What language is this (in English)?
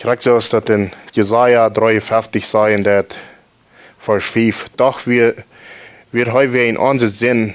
Plautdietsch